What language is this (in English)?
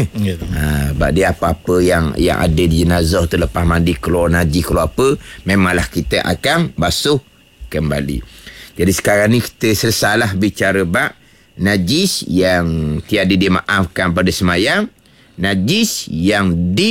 Malay